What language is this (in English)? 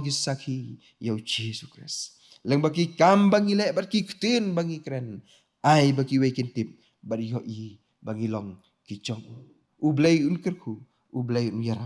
Khasi